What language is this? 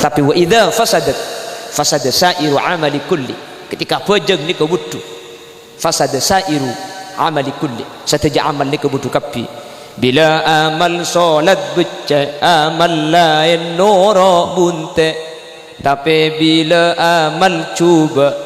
Madurese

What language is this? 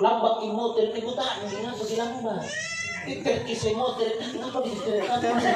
Makasar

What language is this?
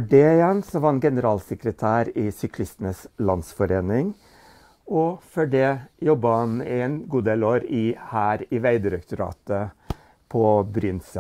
Norwegian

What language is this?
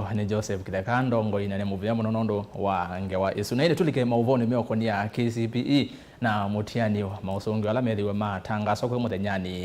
Kamba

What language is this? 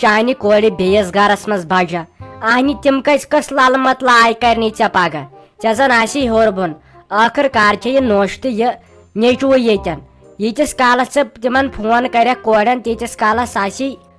Kashmiri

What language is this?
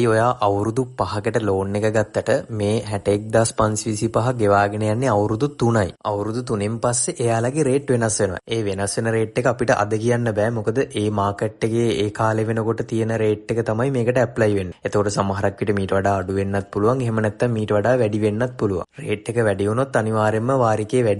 Sinhala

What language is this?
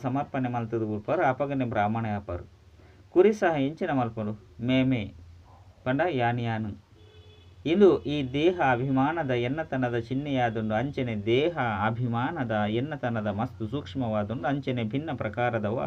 Tulu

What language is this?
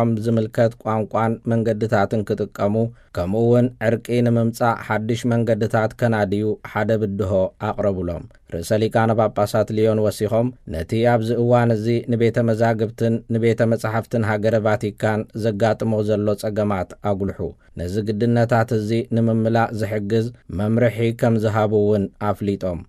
Tigrinya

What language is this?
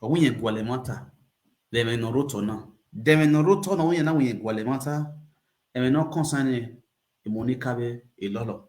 Nigerian Pidgin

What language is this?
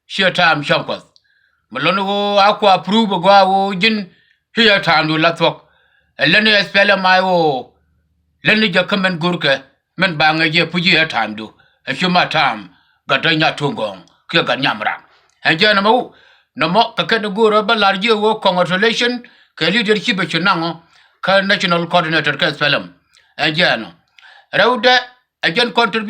Nuer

